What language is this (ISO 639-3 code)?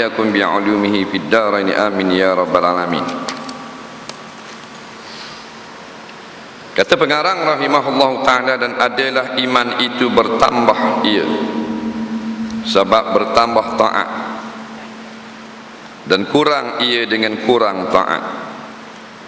msa